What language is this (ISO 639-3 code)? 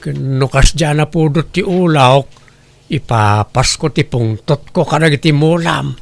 ilo